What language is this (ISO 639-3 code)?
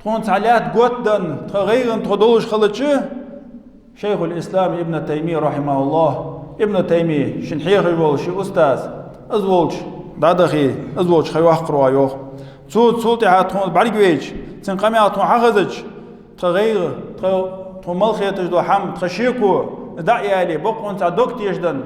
inh